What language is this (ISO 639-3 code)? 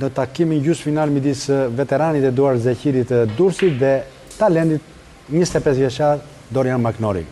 sqi